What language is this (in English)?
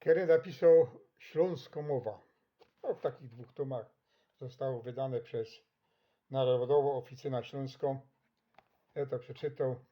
Silesian